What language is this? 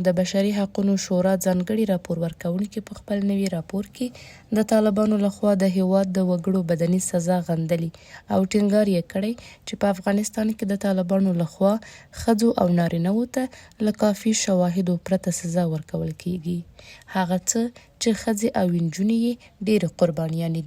Pashto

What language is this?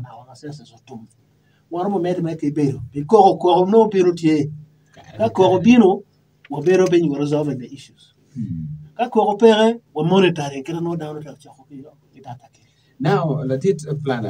Acoli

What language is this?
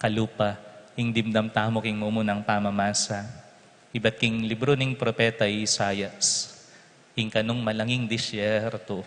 Pampanga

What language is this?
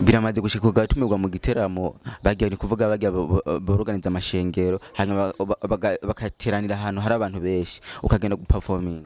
Rundi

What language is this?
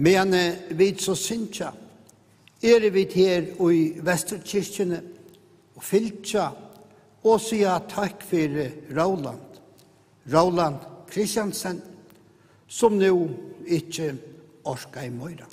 Faroese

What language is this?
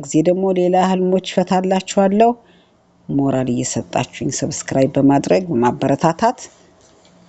Amharic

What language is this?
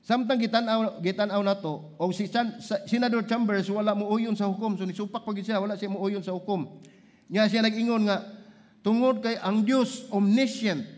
Cebuano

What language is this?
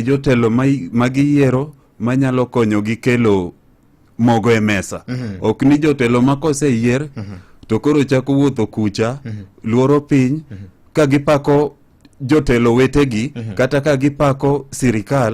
Luo (Kenya and Tanzania)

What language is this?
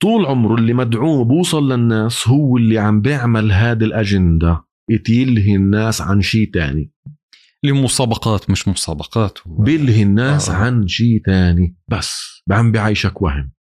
North Levantine Arabic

